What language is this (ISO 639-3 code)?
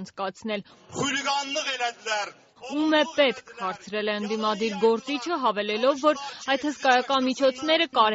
hye